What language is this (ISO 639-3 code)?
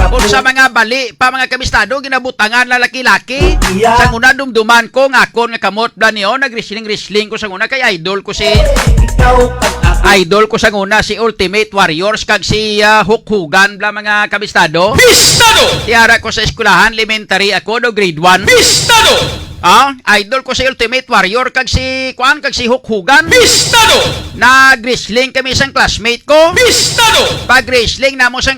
hil